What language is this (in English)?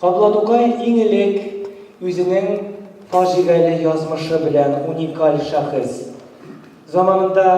Tatar